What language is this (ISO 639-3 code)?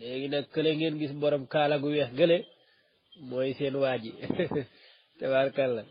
wol